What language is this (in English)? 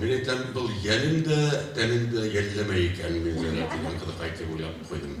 Bashkir